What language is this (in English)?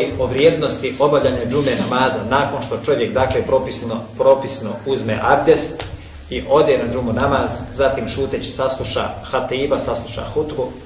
Bosnian